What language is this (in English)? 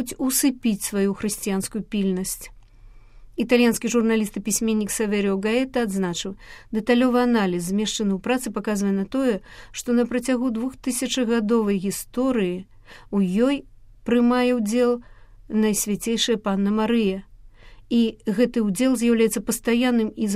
Belarusian